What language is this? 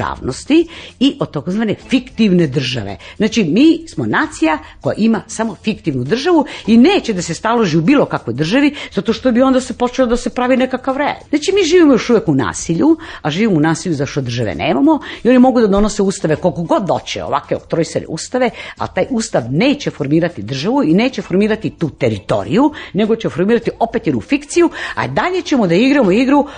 Serbian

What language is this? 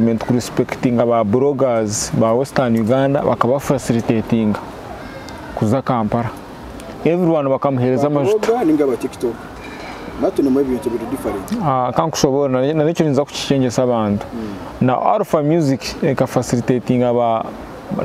Nyankole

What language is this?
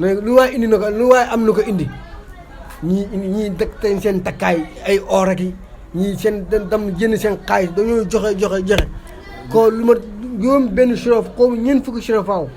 Wolof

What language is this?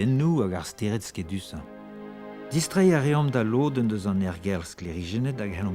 Breton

